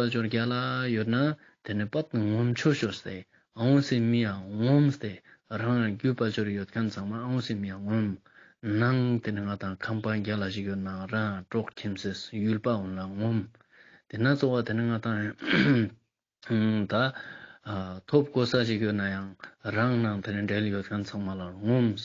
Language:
Ladakhi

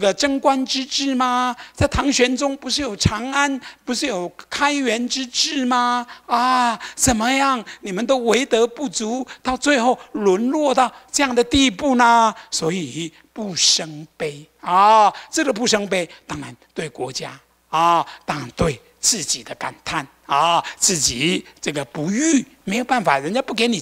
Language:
Chinese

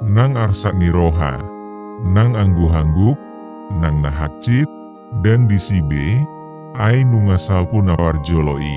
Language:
Batak Toba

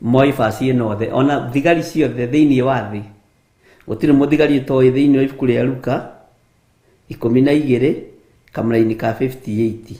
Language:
Kikuyu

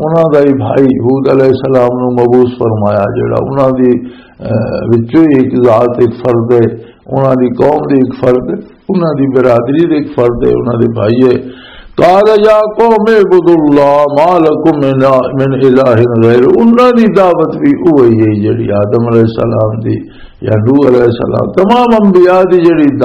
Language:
Western Panjabi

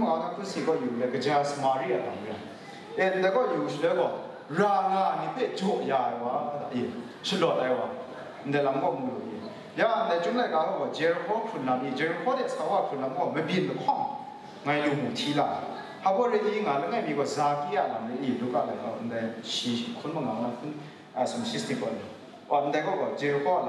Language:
Kachin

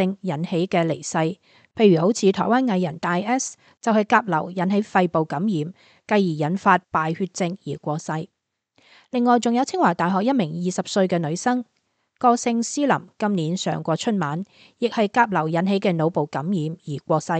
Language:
Cantonese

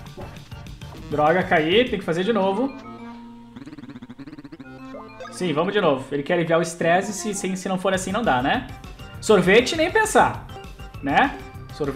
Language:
Portuguese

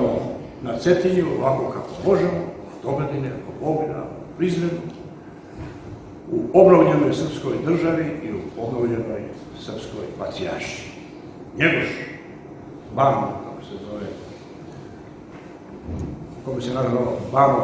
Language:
Serbian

